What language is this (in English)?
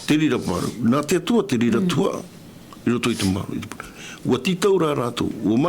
Tahitian